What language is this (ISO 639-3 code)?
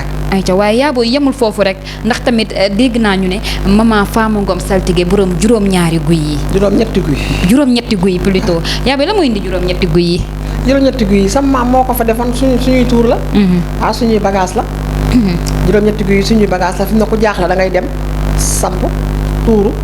wol